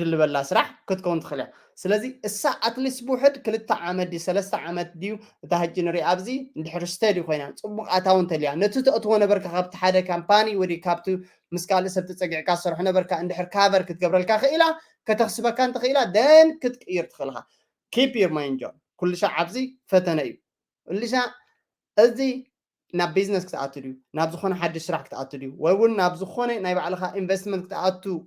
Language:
Tigrinya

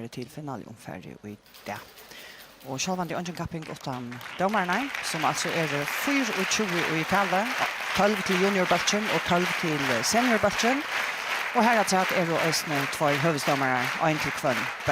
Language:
Faroese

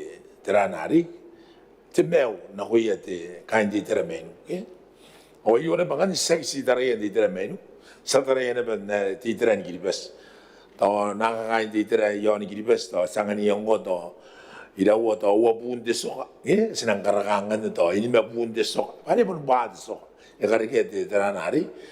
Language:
Gilbertese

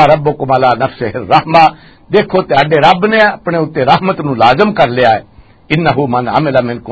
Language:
Western Panjabi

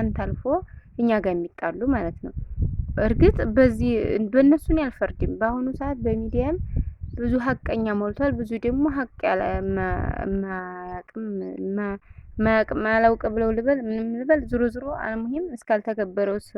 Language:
Amharic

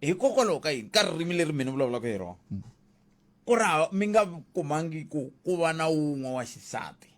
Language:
Tsonga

